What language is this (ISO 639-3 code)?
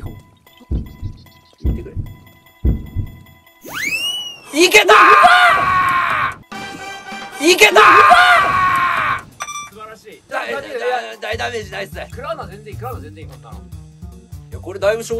jpn